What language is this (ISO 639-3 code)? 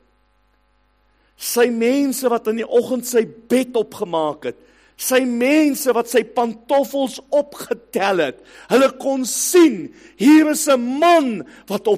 afr